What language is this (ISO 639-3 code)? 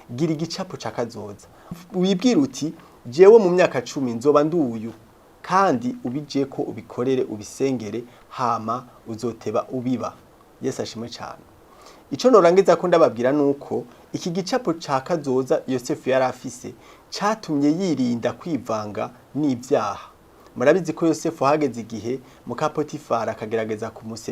run